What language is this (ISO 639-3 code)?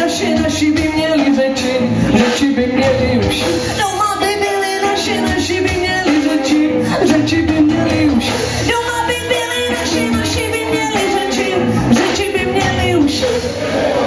ces